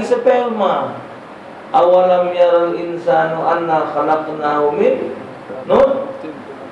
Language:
Musi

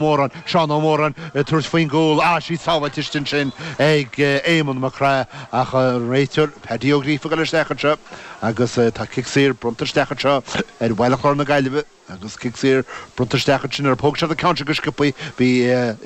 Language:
Irish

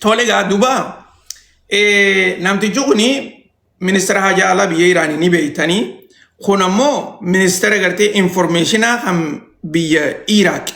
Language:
Oromo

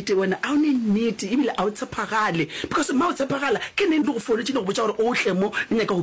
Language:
Northern Sotho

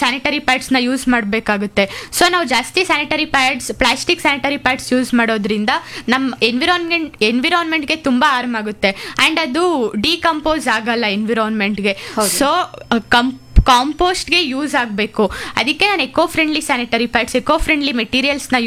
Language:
Kannada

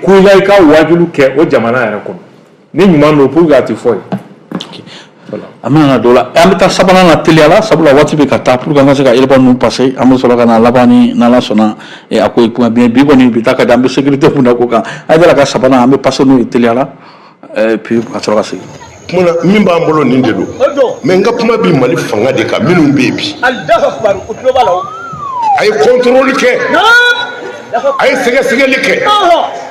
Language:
Bambara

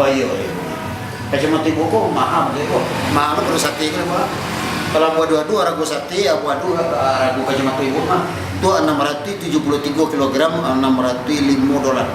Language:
Minangkabau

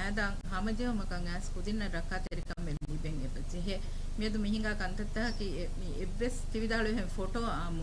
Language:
Divehi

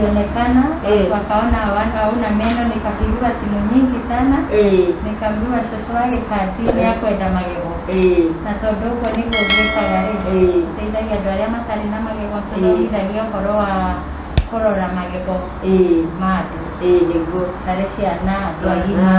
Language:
Kikuyu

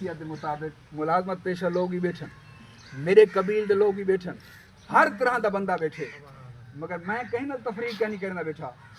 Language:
Saraiki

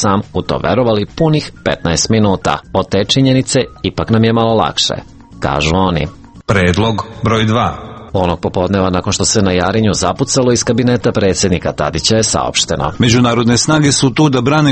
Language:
Serbian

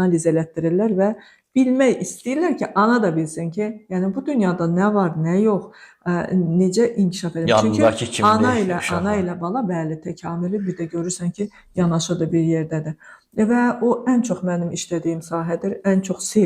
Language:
Azerbaijani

